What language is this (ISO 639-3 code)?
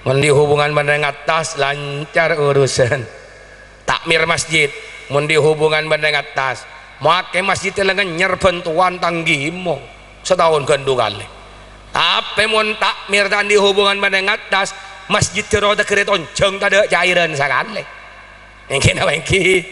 mad